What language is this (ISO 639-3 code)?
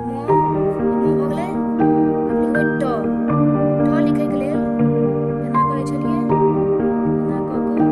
mai